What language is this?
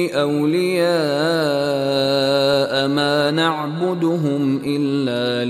Bangla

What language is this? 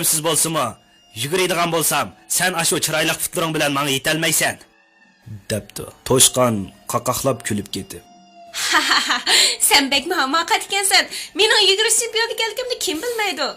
Uyghur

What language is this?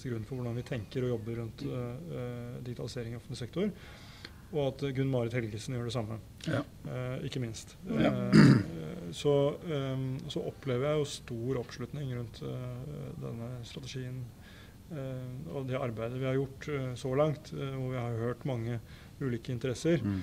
Norwegian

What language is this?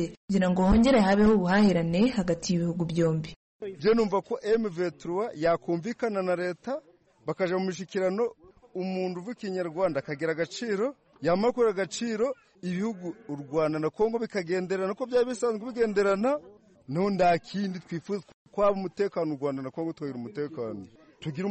Kinyarwanda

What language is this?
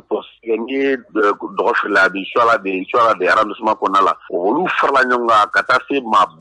Bambara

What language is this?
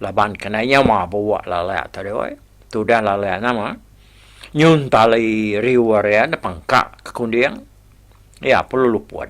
Iban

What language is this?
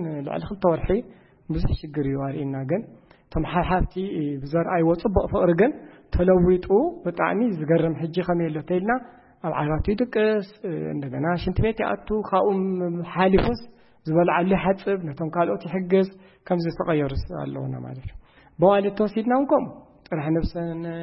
Tigrinya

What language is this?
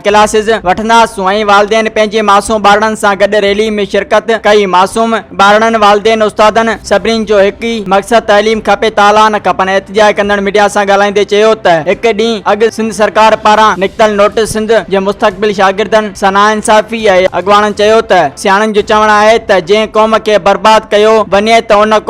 Sindhi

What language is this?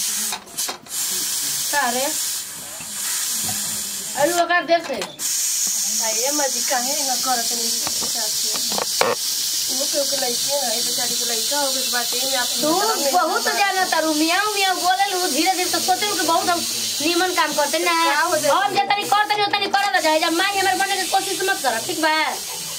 Bhojpuri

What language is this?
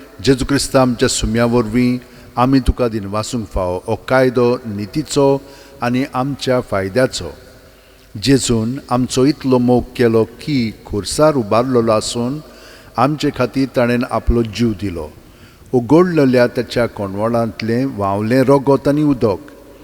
Konkani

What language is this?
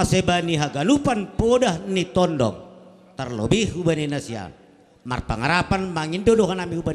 Batak Simalungun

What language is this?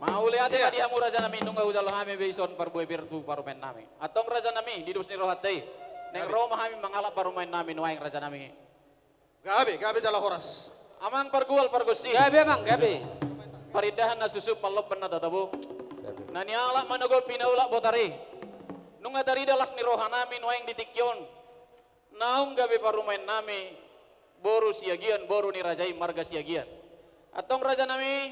Batak Toba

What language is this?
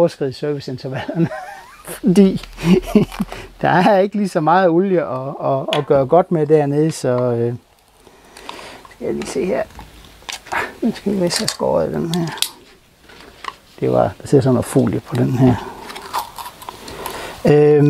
Danish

